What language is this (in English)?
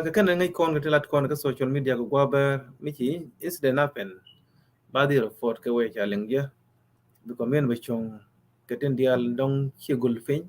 Nuer